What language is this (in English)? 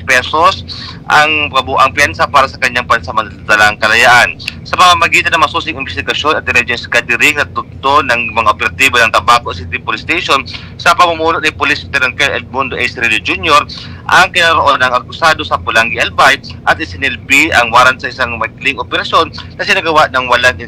Bikol